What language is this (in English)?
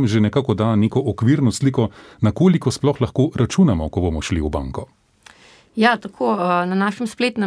Slovenian